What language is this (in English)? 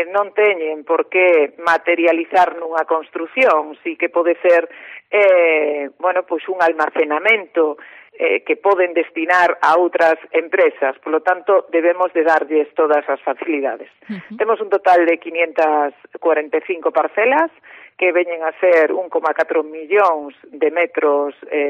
Galician